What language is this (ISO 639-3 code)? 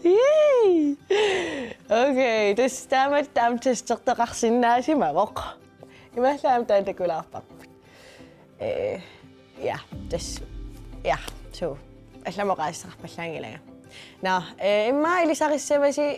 kal